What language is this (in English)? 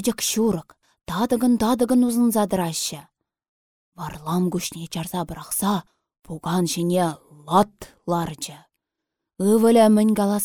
Chuvash